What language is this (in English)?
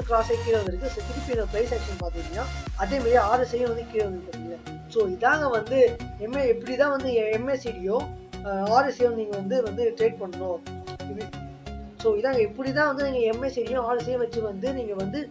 Tamil